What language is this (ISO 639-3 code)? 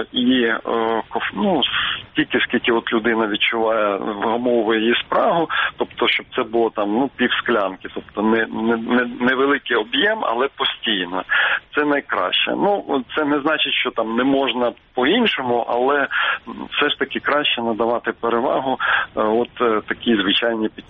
ukr